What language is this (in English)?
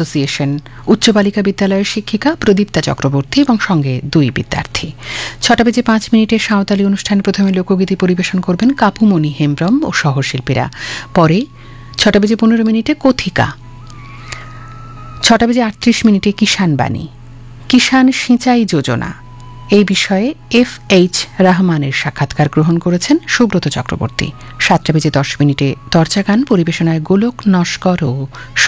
Bangla